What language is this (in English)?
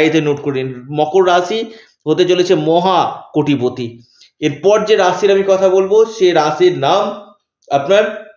Bangla